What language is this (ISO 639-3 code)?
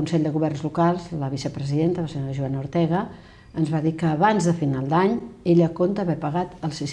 cat